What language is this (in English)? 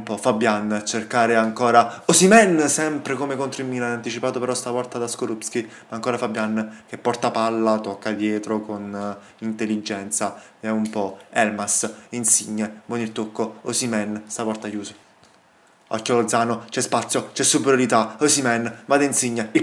Italian